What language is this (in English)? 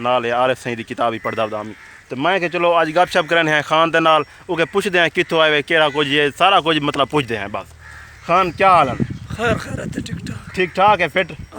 Saraiki